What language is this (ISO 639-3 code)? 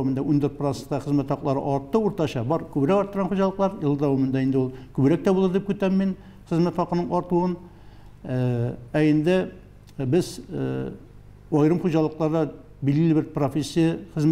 tat